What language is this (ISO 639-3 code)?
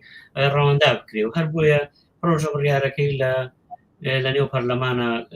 ckb